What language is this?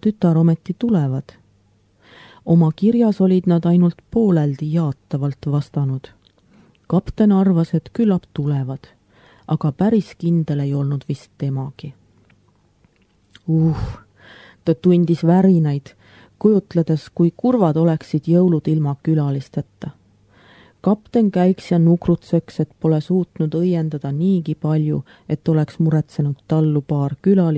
Estonian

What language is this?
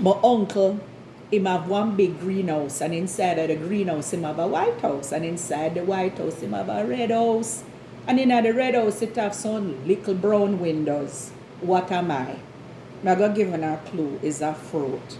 Jamaican Creole English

